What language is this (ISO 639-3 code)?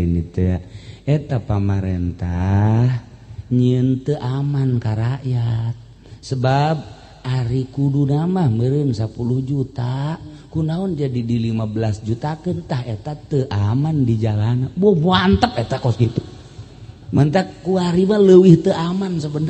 sun